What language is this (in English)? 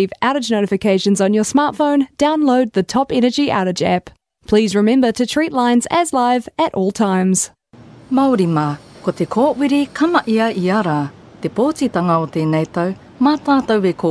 Māori